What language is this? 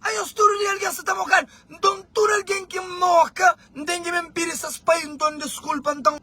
Kabuverdianu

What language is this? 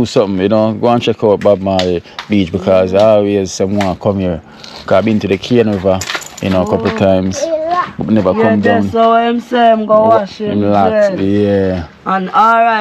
Jamaican Creole English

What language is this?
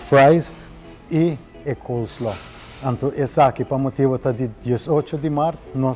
Papiamento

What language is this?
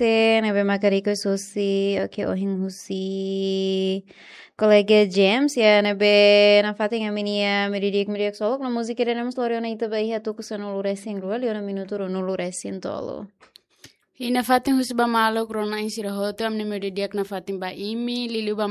Tetum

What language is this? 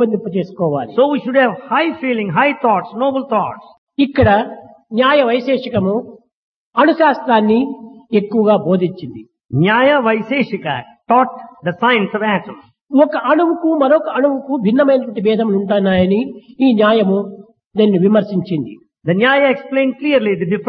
Telugu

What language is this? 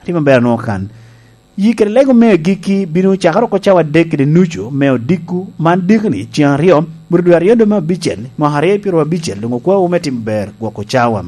Lango (Uganda)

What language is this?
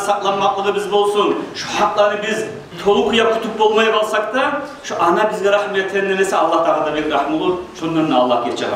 Kumyk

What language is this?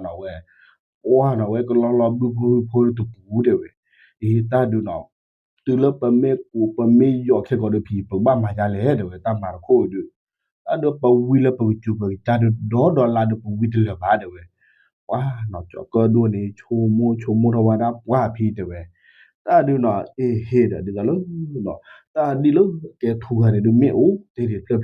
S'gaw Karen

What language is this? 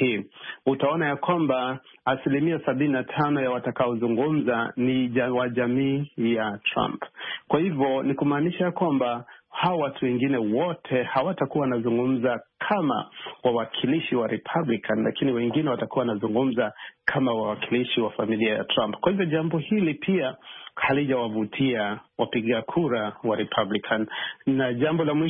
Swahili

